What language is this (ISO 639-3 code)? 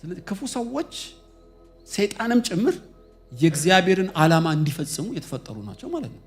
amh